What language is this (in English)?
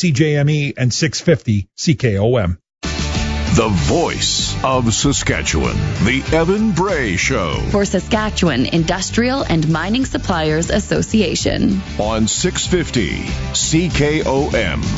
English